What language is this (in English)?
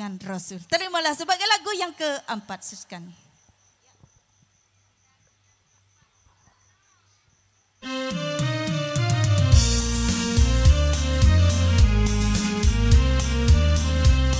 Malay